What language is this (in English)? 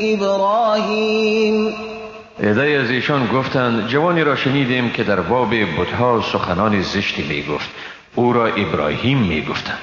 Persian